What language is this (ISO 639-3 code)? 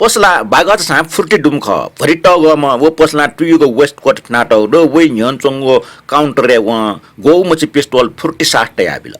new